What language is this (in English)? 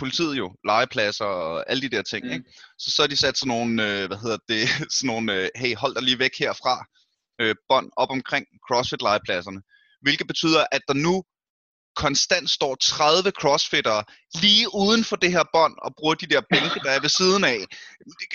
Danish